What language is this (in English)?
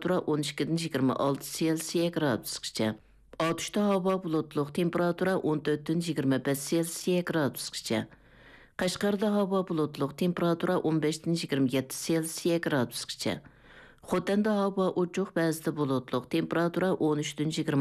Uyghur